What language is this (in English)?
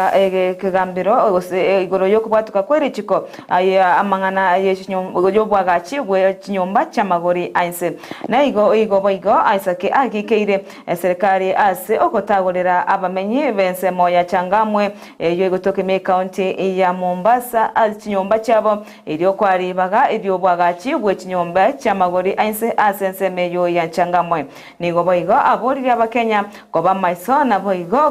Gusii